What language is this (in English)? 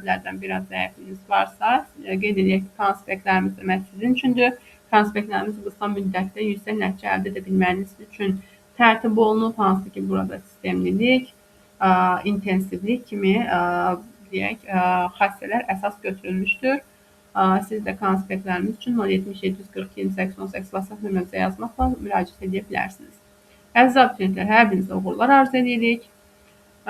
Azerbaijani